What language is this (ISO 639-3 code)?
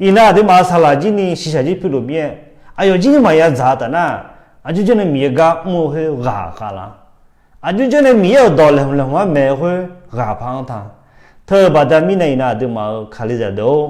ahk